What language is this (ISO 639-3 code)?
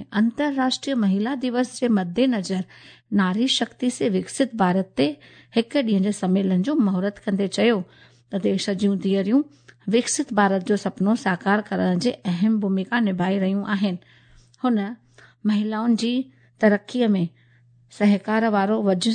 snd